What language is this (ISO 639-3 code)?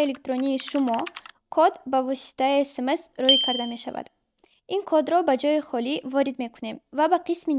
tgk